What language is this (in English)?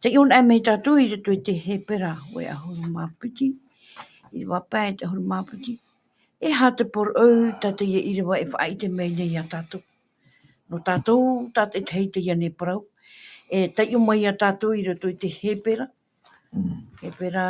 Tahitian